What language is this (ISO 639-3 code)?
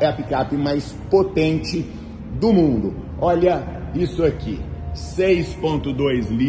por